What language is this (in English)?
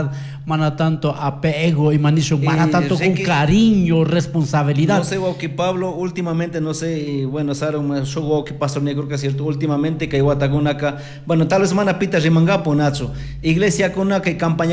Chimborazo Highland Quichua